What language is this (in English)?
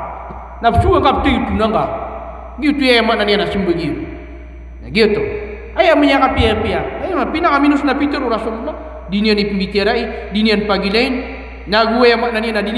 Maranao